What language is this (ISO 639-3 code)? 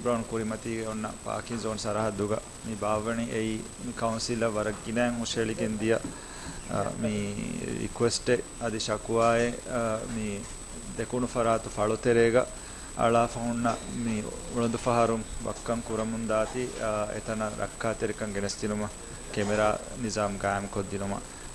div